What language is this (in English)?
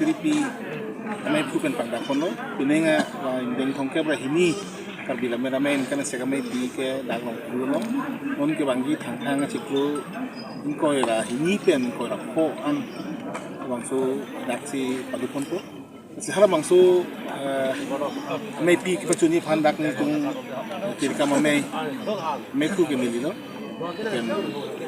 Karbi